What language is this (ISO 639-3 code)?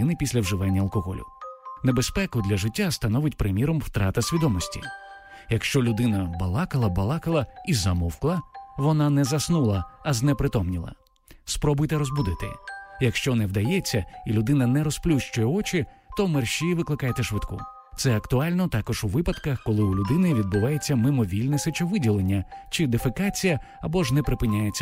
ukr